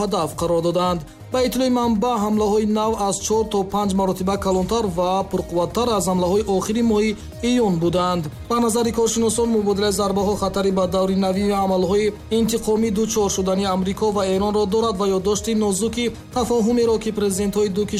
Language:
Tajik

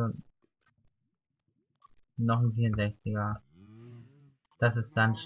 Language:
German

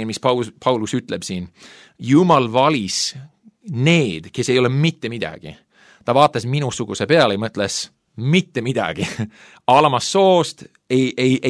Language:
Estonian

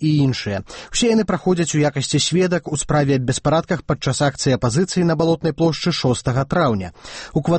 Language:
Belarusian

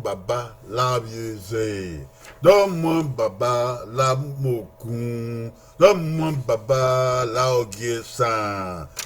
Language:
Bini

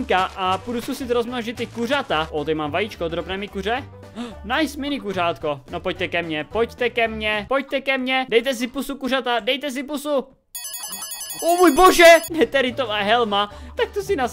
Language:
Czech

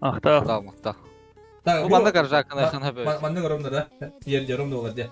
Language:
Yakut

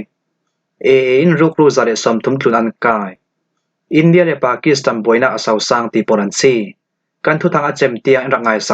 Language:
Falam Chin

